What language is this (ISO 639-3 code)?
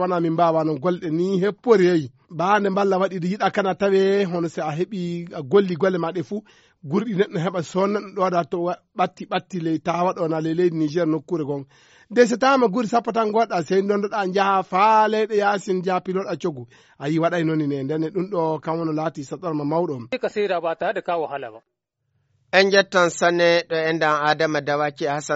ful